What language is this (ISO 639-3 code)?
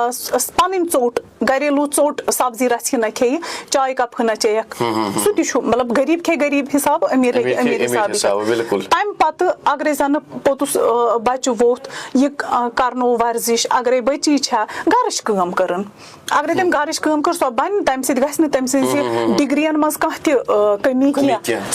kas